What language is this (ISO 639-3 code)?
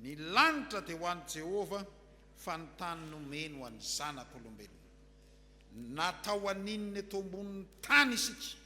mlg